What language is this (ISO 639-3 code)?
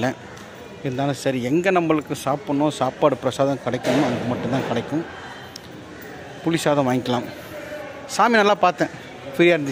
tam